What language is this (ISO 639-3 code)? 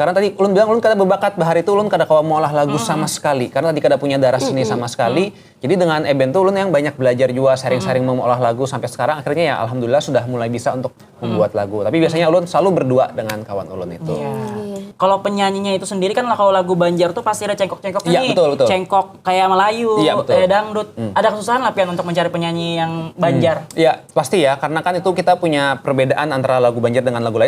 bjn